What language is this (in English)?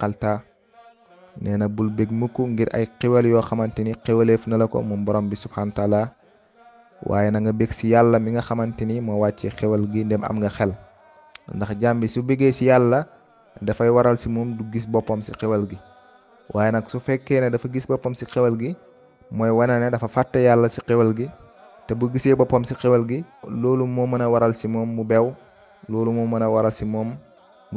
Wolof